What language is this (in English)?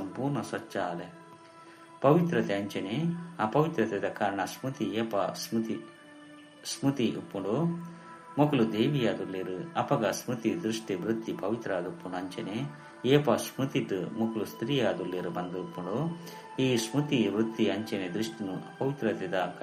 Tulu